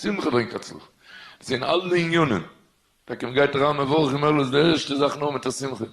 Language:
Yiddish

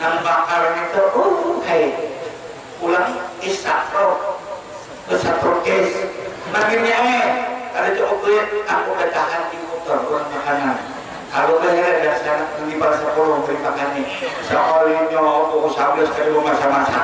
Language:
Banjar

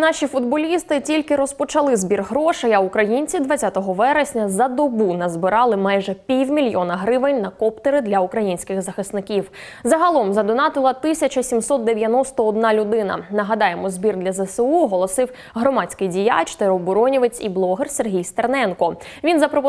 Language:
Ukrainian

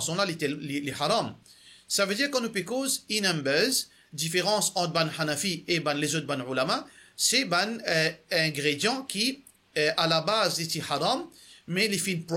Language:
Morisyen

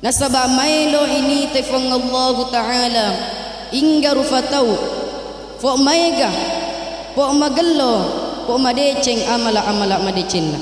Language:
Buginese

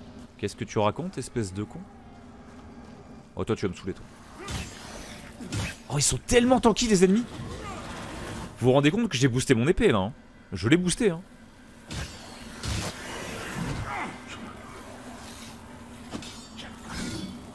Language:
French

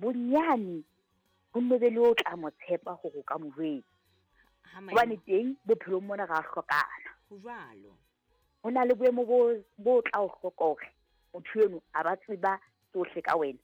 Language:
Southern Sotho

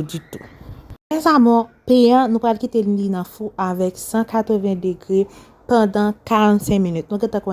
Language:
Haitian Creole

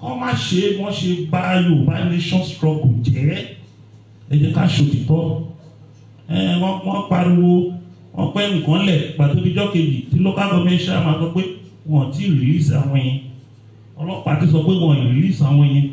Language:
Yoruba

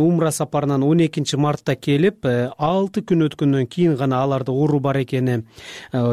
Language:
Kyrgyz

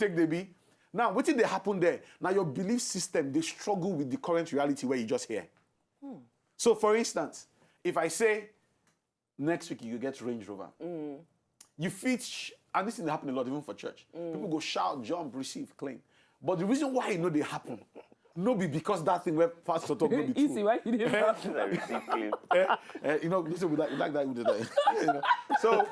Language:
Nigerian Pidgin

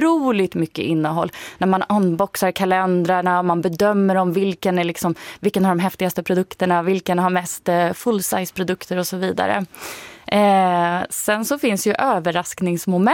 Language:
Swedish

